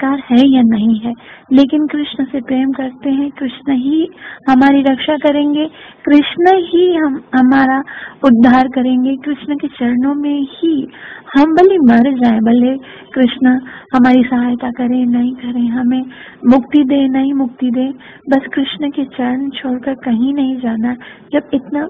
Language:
Hindi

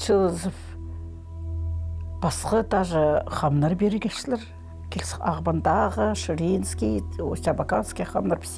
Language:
Khakas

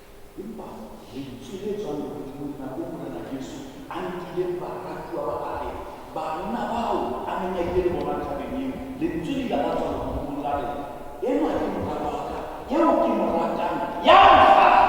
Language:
Southern Sotho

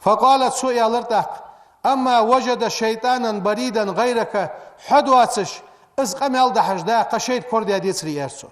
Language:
Ingush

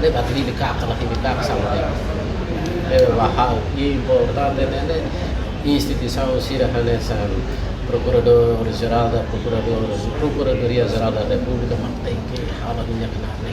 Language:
Tetum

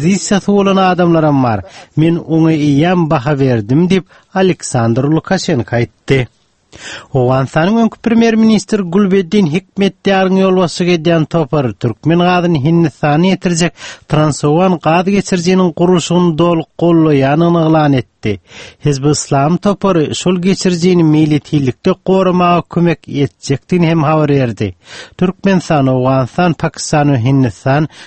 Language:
Turkmen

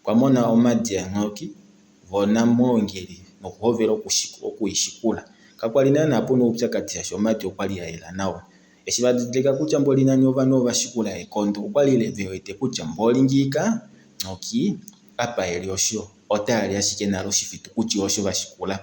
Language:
Kuanyama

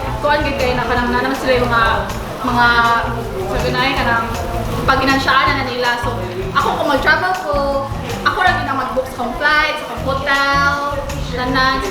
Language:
Cebuano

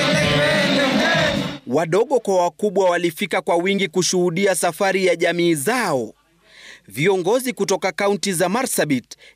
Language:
Swahili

